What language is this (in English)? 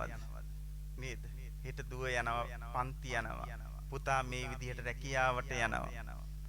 Sinhala